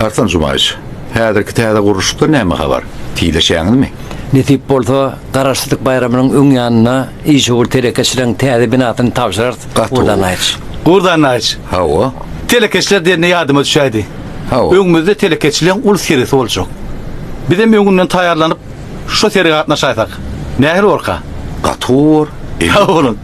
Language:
Turkmen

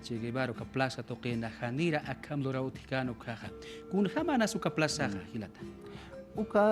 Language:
Aymara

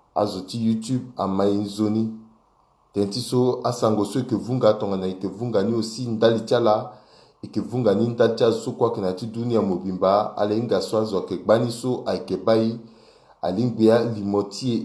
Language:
Sango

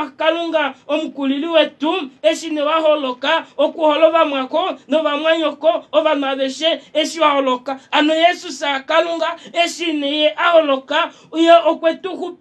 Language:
Kuanyama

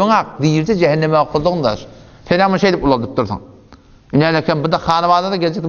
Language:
Turkmen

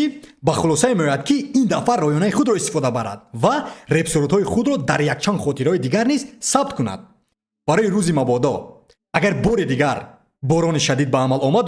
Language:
Tajik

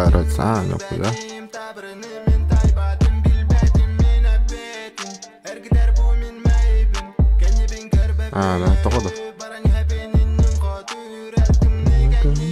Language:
Yakut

